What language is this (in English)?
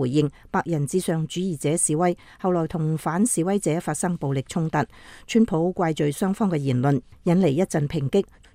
Cantonese